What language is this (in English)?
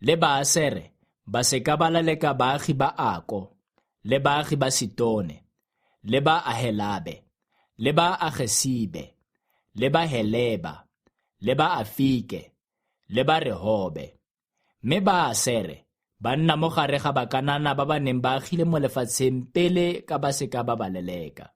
Tswana